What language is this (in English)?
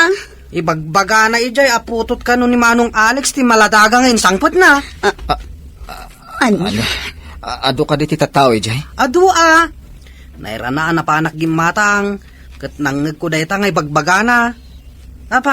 Iloko